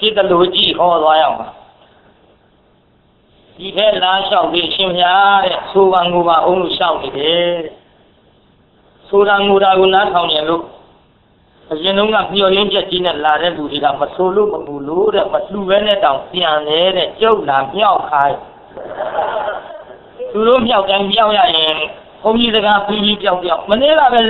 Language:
Burmese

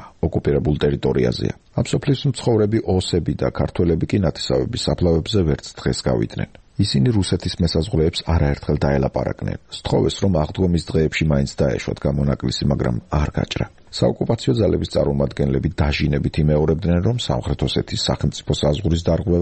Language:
Georgian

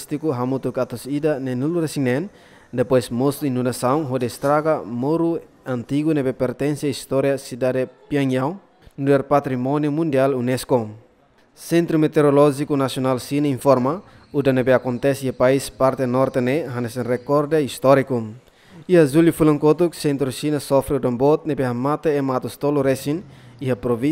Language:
Tetum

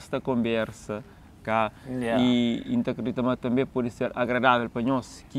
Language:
Kabuverdianu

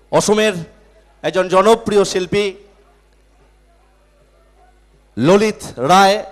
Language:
Bangla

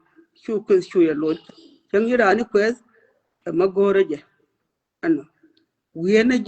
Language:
Nuer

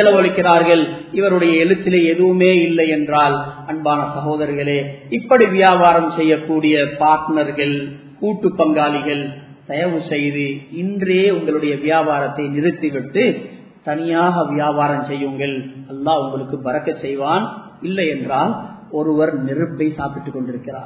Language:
Tamil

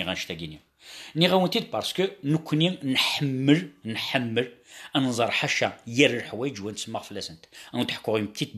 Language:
Kabyle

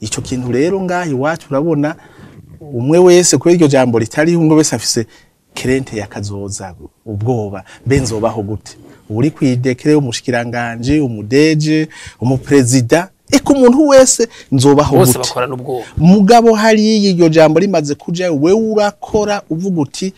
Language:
Rundi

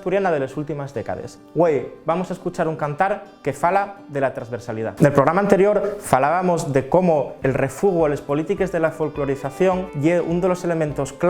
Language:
Asturian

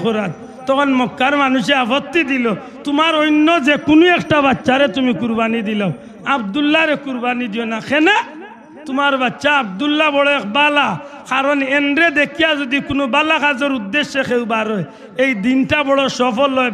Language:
Sylheti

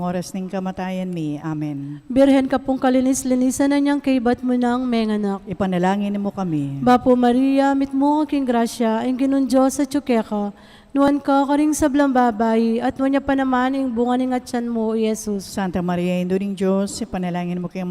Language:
Pampanga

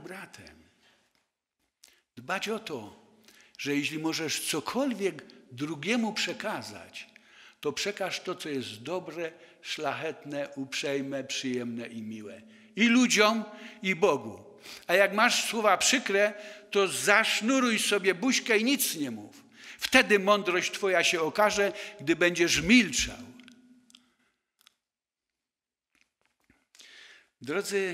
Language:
Polish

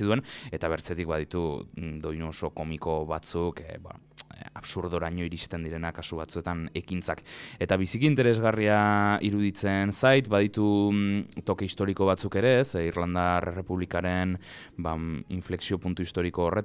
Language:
Basque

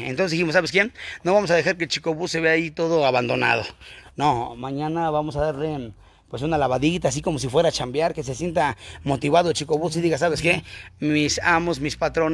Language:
Spanish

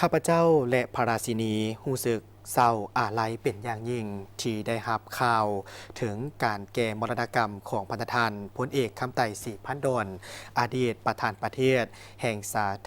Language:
Lao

